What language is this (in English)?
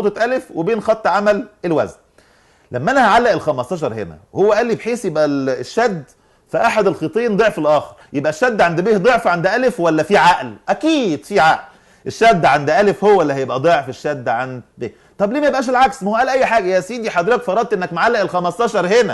Egyptian Arabic